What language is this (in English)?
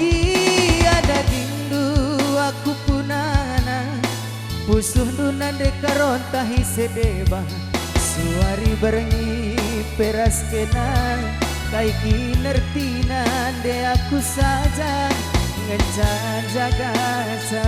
Batak Karo